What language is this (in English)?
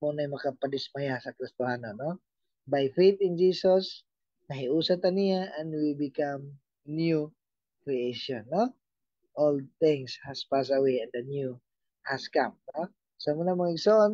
Cebuano